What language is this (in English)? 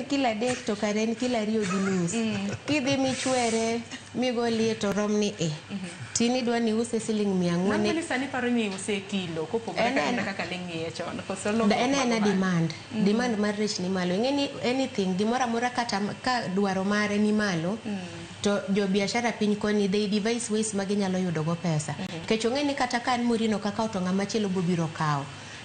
Luo (Kenya and Tanzania)